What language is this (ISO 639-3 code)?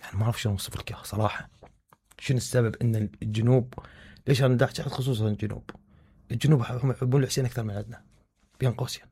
acm